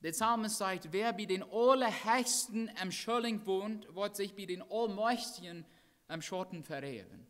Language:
Plautdietsch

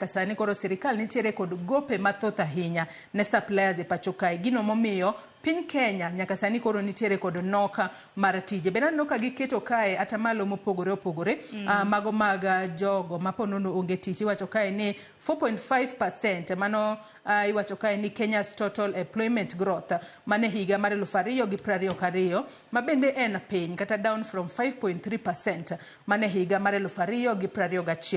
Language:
Luo (Kenya and Tanzania)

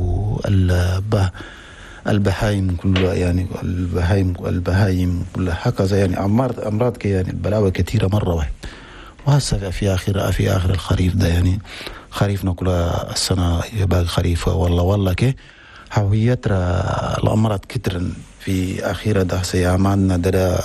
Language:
Chadian Arabic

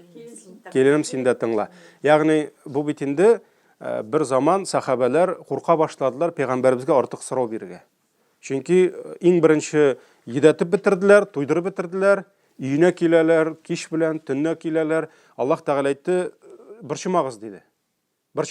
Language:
Tatar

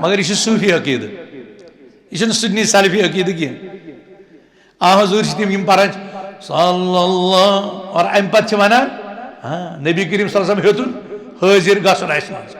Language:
Kashmiri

